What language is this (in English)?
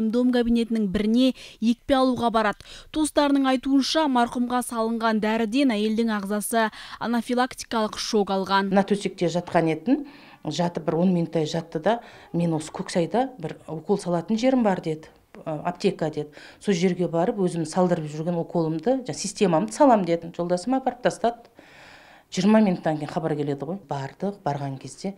Kazakh